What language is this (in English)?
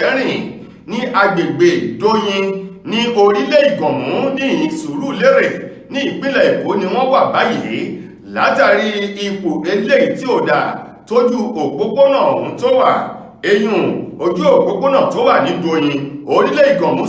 Yoruba